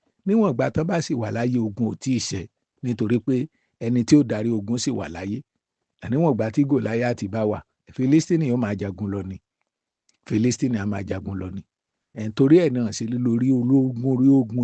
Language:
Yoruba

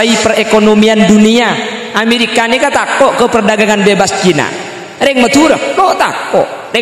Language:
Madurese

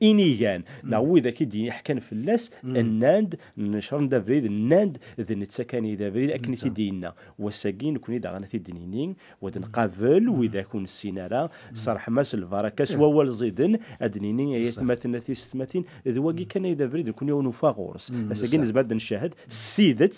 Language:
Kabyle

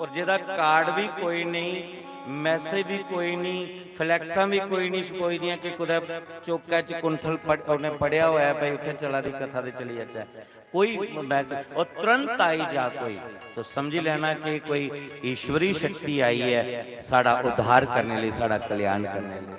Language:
Dogri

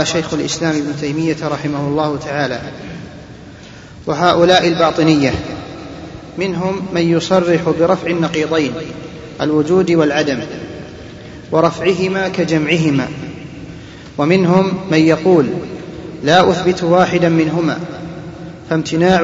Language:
Arabic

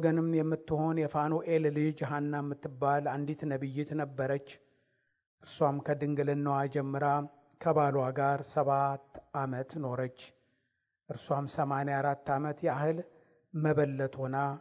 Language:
Amharic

